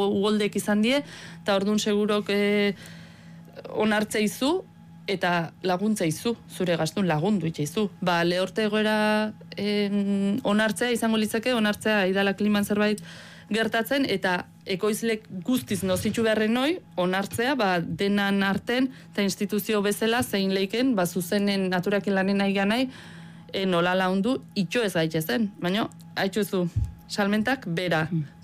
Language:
Basque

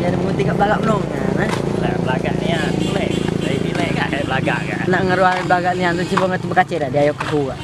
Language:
Musi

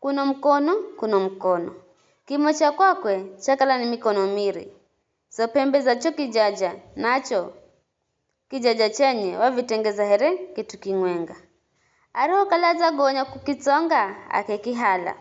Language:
Giryama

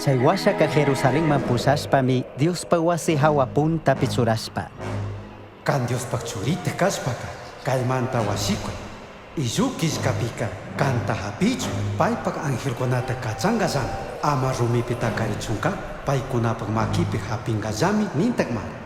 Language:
Chimborazo Highland Quichua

